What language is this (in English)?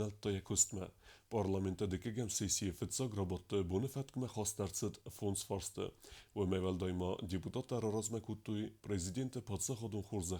Ossetic